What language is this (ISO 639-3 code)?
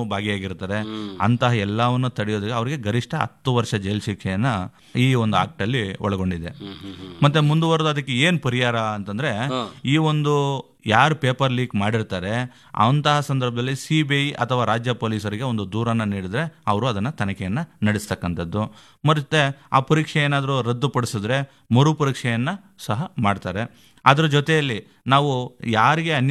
kan